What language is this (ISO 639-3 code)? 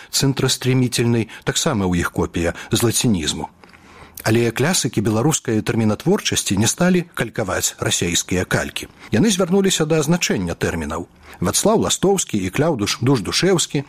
bel